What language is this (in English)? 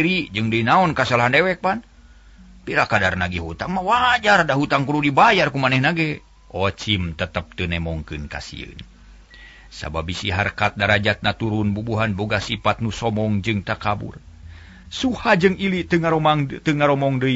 Sundanese